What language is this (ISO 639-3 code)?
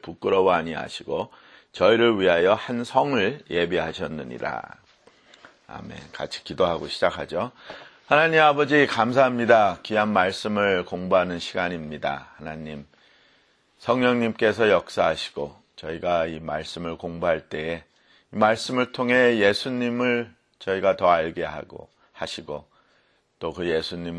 kor